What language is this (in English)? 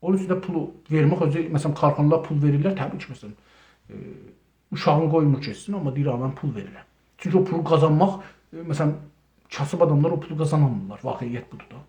South Azerbaijani